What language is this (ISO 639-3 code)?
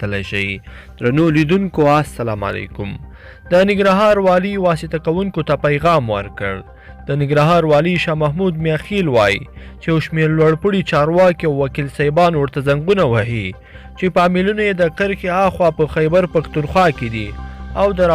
pus